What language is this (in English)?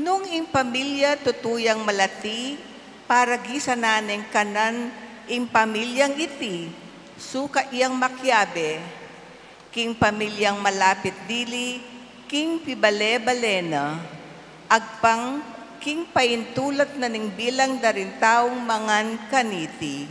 Pampanga